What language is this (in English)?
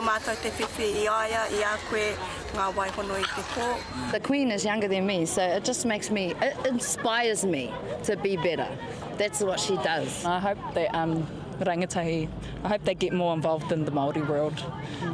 Māori